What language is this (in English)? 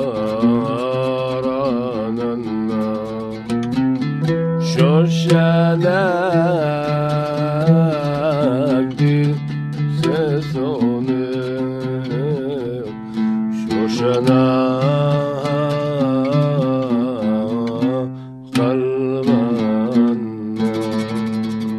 Hebrew